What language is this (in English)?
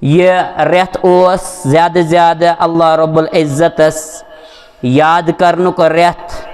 Kashmiri